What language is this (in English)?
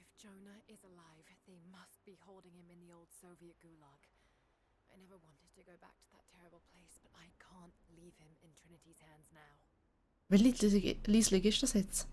Swiss German